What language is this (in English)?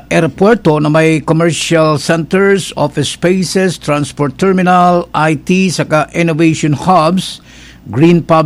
Bikol